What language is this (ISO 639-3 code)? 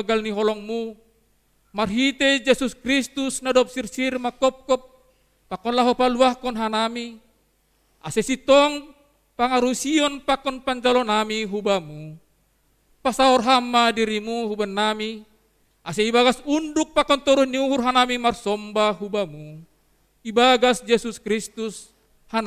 bts